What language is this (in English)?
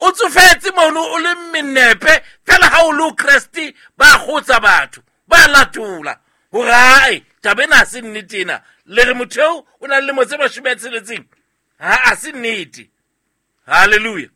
Southern Sotho